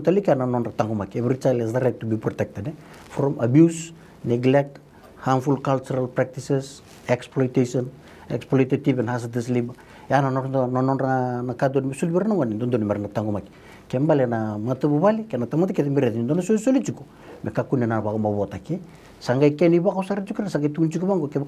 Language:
Fijian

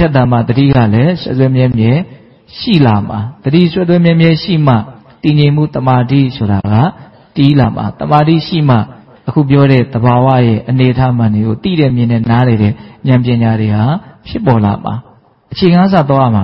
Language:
Burmese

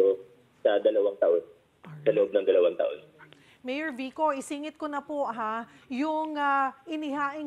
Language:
Filipino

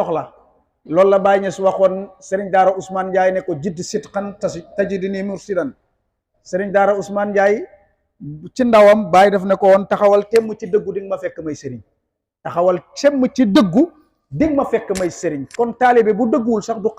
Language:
Wolof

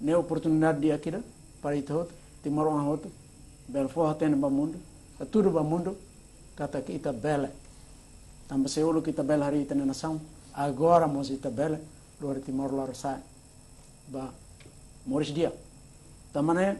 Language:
Tetum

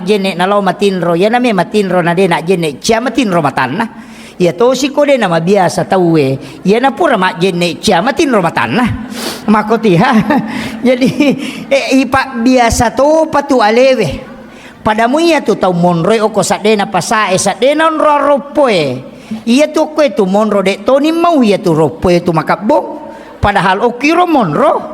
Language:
Buginese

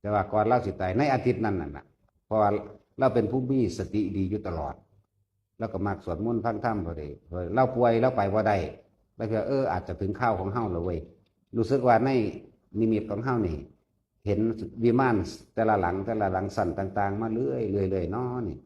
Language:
Northeastern Thai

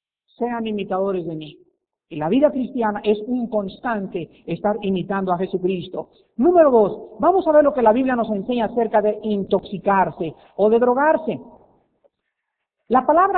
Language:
Spanish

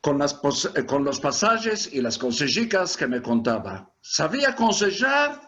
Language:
Ladino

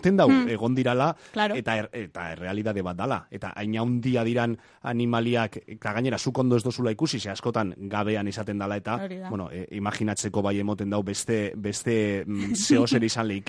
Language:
Basque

